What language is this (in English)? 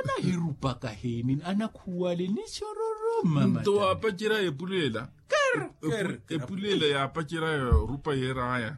Makhuwa